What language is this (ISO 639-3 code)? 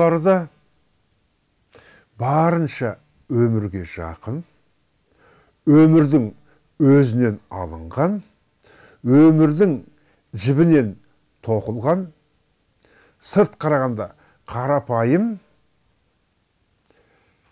kaz